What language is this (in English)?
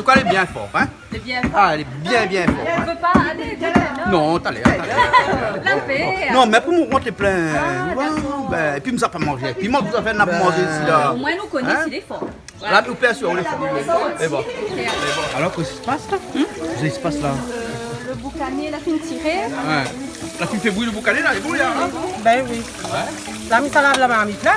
Réunion Creole French